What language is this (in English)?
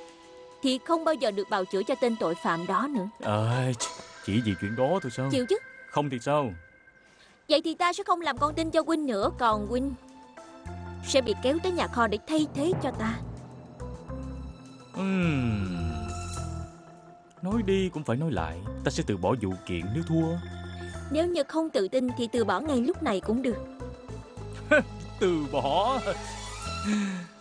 Vietnamese